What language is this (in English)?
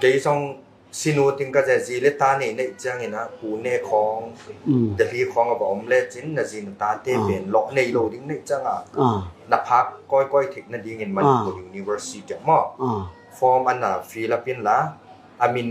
Tedim Chin